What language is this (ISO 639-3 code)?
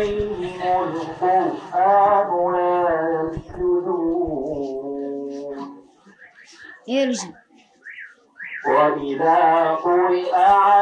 swa